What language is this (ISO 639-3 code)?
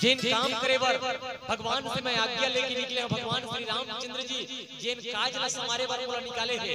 hne